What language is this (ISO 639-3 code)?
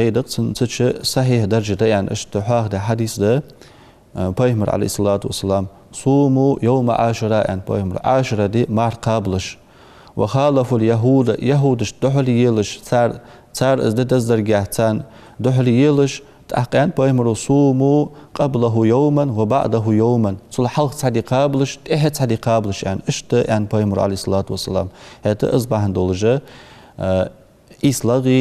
inh